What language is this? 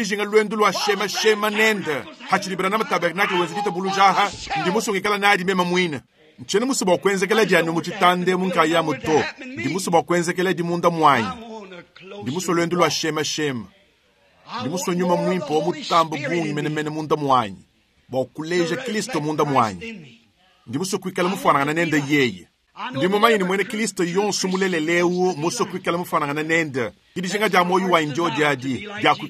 Luba-Lulua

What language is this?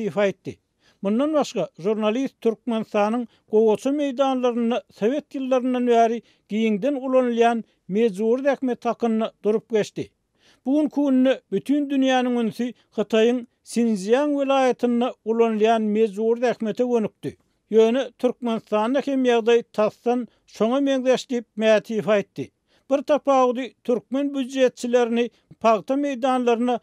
Turkmen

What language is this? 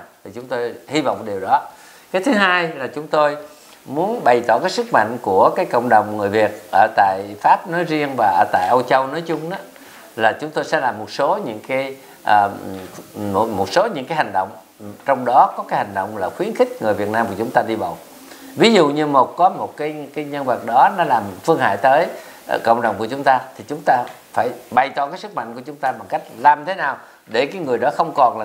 Vietnamese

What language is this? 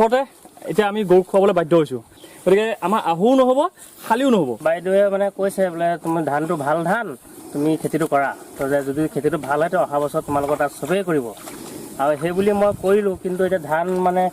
Assamese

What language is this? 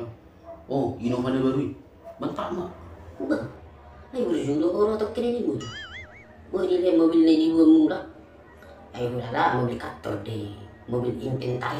Batak Toba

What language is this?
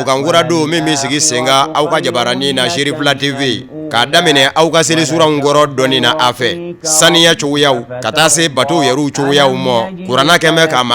Bambara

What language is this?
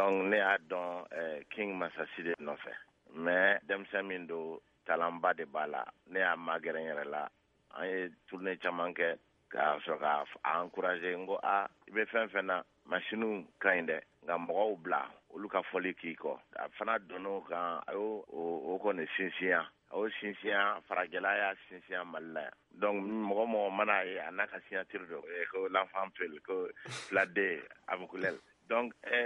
Bambara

